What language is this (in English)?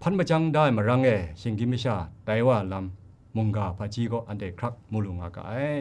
Kachin